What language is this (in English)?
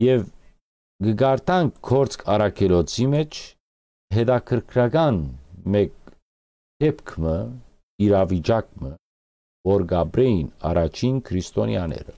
Western Armenian